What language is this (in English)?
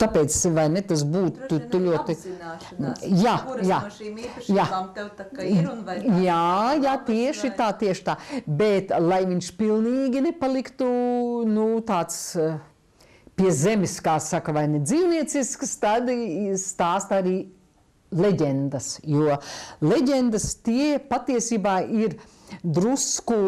Latvian